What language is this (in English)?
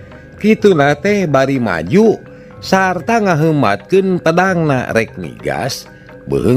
Sundanese